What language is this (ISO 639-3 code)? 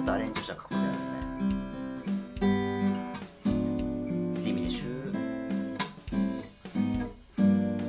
jpn